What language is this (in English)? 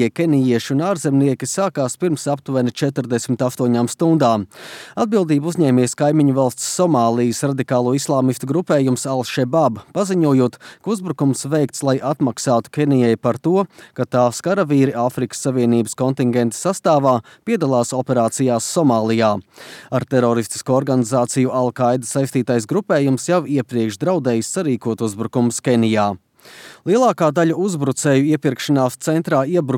Latvian